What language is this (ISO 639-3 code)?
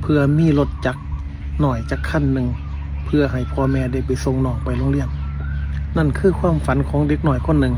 tts